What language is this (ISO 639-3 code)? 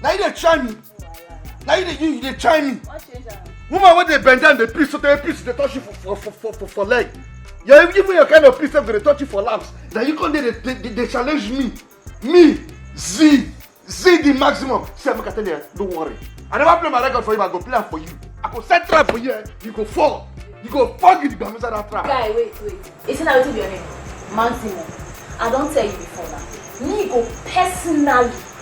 pcm